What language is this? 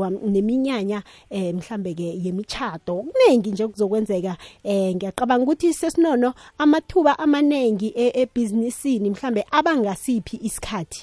South Ndebele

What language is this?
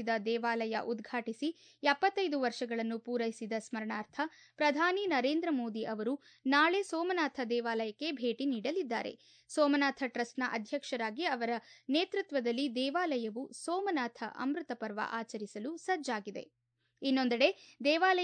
Kannada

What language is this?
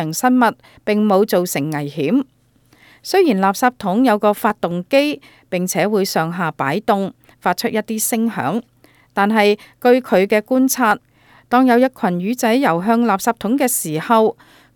Cantonese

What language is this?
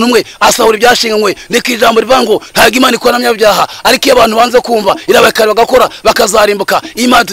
Kinyarwanda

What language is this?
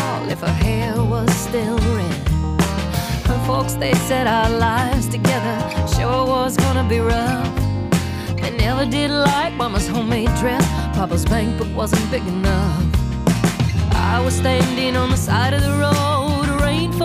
English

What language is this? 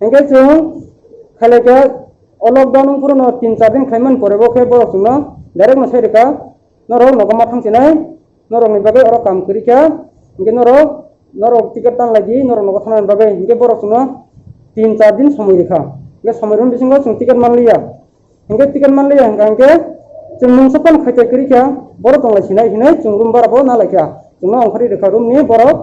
Kok Borok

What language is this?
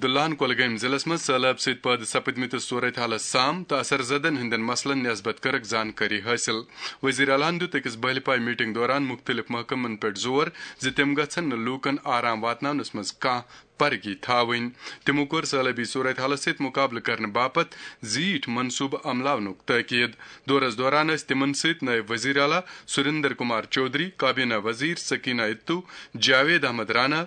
Kashmiri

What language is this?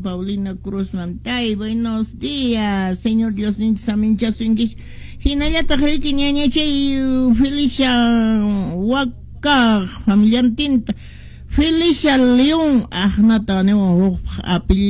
Quechua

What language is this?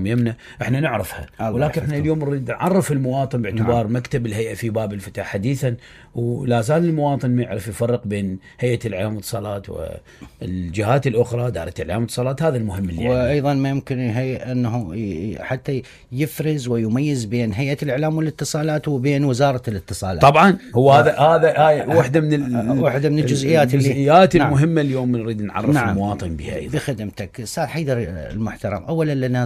Mesopotamian Arabic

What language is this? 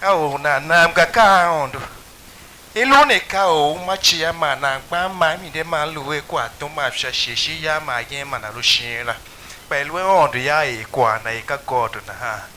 Tiv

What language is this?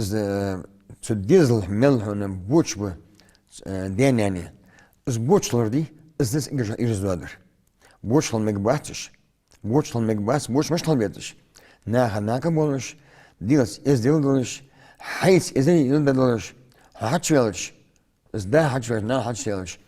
Ingush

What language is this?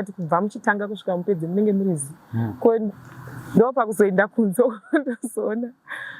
Shona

